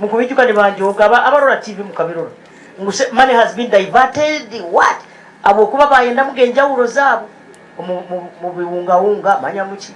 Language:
Nyankole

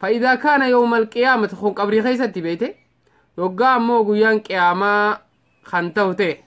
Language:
Oromo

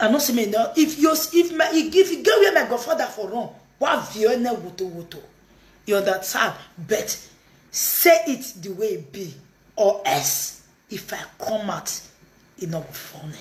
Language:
Nigerian Pidgin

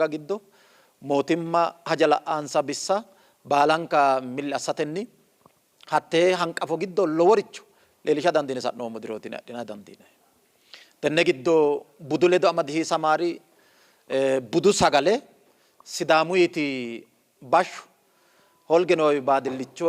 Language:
Sidamo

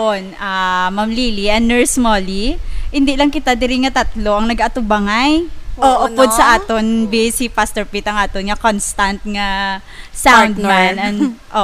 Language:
Hiligaynon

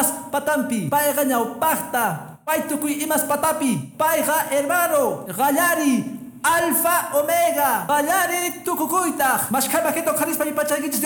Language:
Quechua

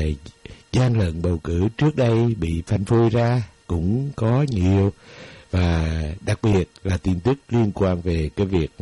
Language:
Vietnamese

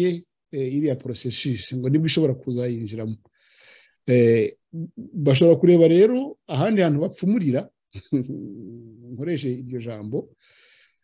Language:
Kinyarwanda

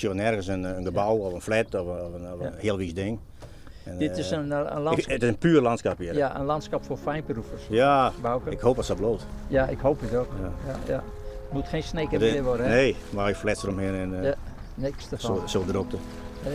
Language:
Western Frisian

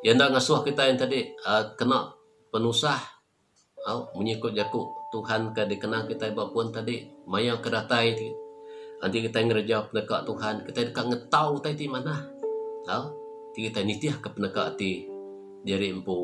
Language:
Iban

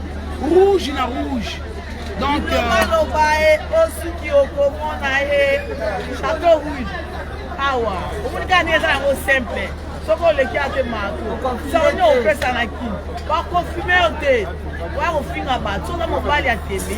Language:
Lingala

